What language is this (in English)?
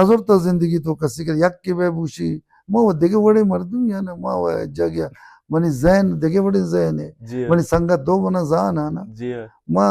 Baluchi